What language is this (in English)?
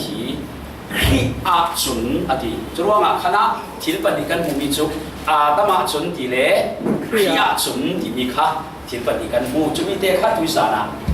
Falam Chin